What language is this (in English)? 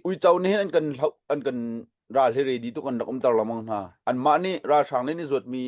Hakha Chin